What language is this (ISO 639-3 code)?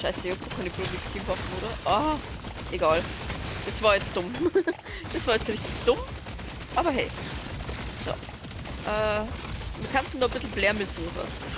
bar